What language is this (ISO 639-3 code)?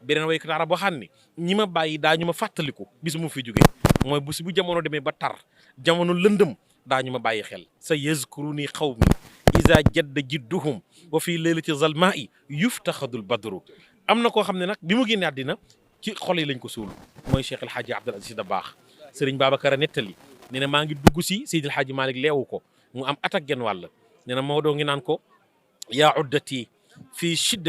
wol